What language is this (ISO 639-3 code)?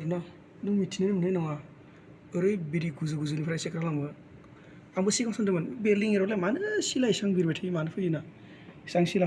brx